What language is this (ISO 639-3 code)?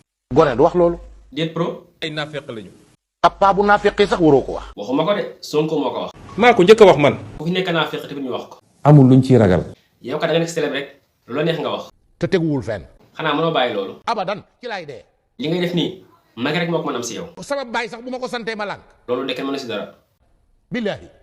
wol